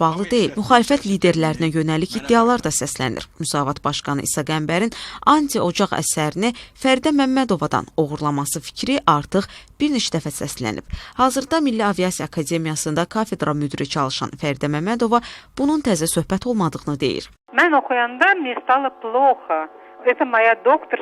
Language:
Azerbaijani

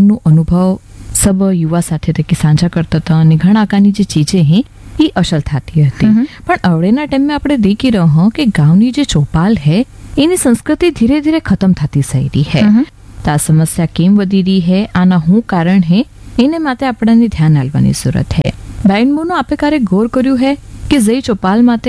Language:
Gujarati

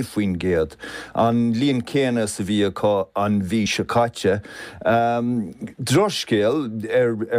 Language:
Irish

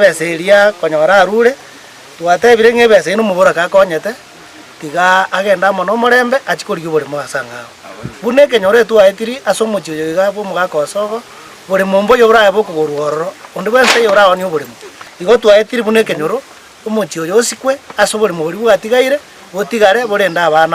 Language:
Gusii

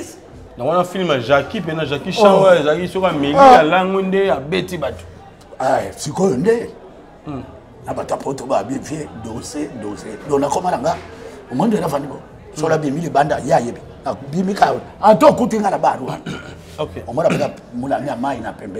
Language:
Lingala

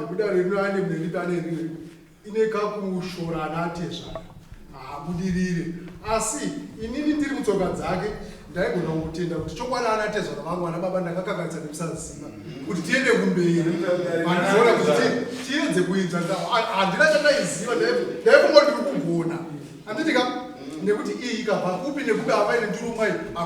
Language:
Shona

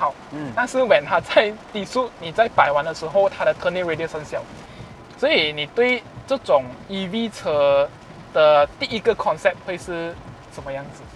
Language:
Chinese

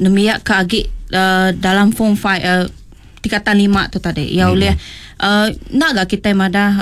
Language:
Iban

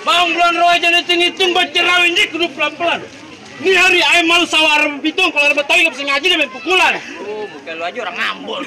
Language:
Betawi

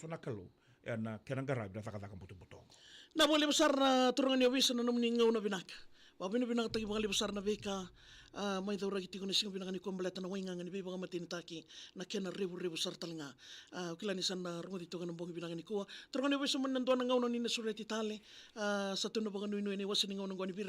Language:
Fijian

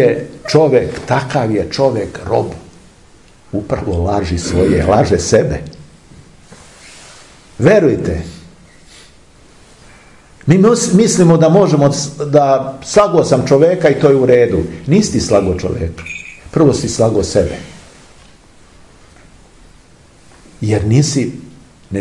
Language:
Serbian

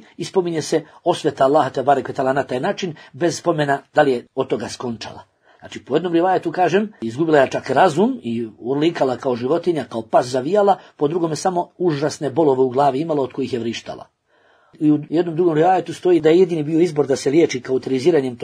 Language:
Bosnian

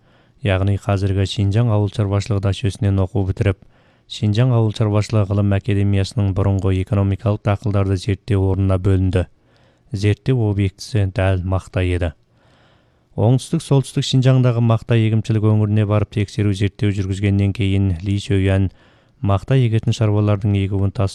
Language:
Kazakh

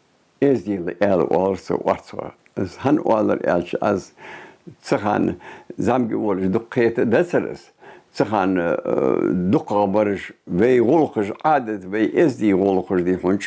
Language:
Ingush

